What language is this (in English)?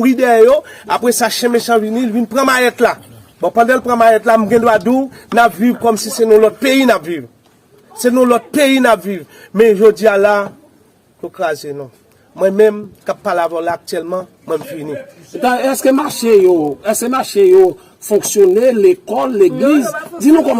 Haitian Creole